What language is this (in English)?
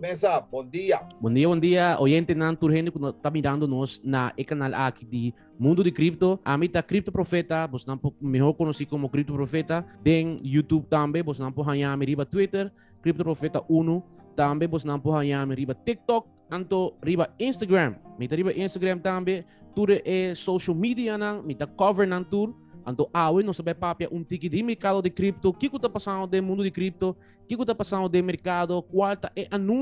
Papiamento